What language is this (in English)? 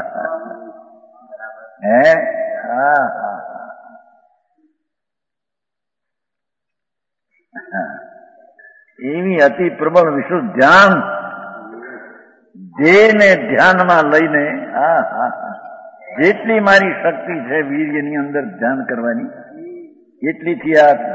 Gujarati